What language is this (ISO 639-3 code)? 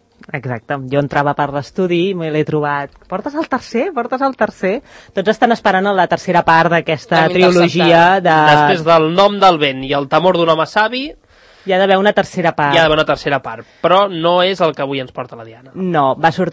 cat